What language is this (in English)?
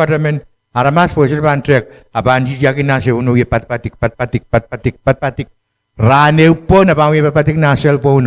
Pohnpeian